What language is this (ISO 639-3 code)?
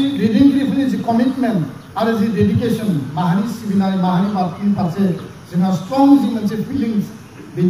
brx